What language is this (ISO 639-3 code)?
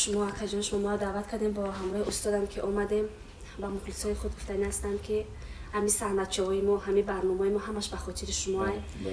tgk